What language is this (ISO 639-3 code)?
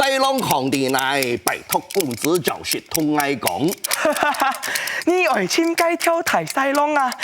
hak